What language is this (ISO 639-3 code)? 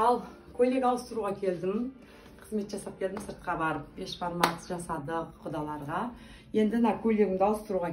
kaz